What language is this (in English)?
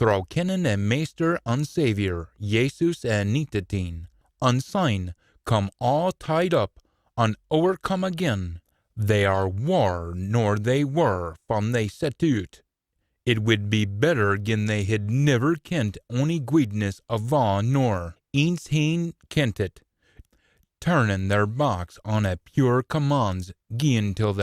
Scots